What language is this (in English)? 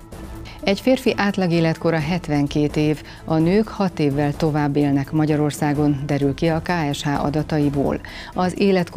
Hungarian